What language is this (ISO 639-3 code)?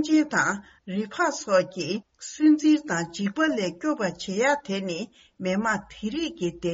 bod